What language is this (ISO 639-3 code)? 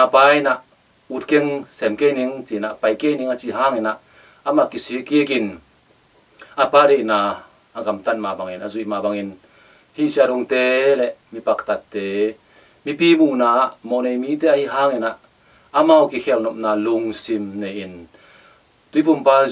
ctd